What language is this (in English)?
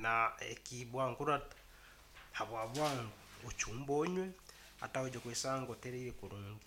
Nyankole